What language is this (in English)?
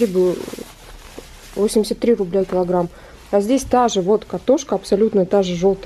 Russian